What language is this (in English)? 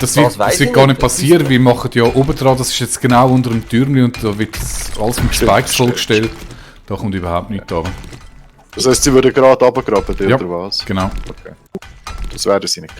Swiss German